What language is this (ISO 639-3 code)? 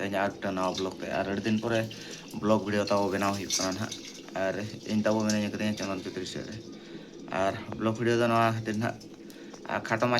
sat